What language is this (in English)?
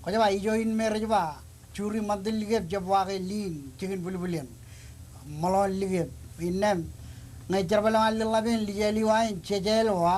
Marshallese